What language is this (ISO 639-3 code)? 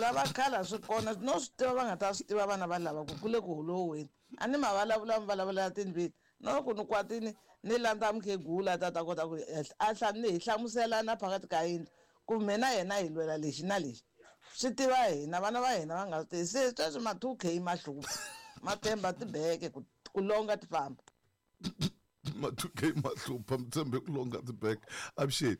tso